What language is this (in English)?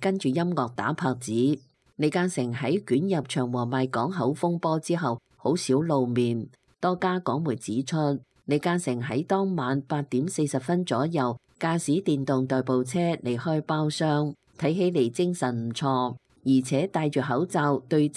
Cantonese